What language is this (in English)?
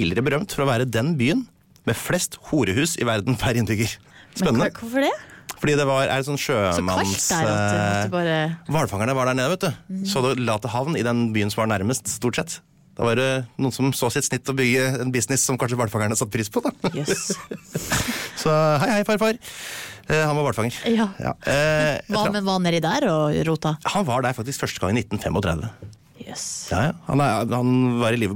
Norwegian